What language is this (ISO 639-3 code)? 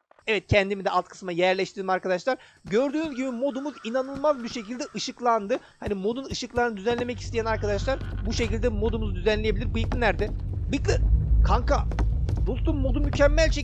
tur